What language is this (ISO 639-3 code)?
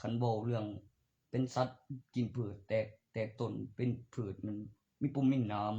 tts